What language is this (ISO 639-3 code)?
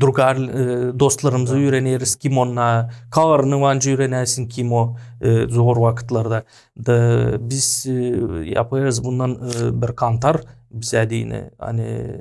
gag